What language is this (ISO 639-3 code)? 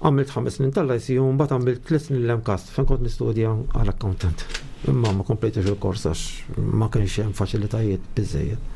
mlt